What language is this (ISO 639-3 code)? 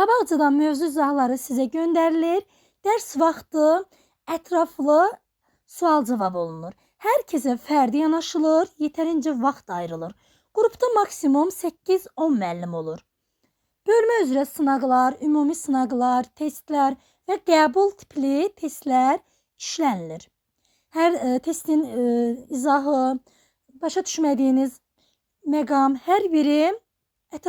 aze